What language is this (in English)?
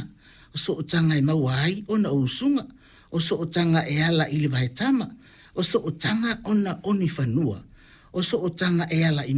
Samoan